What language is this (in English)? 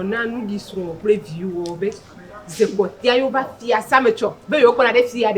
Ewe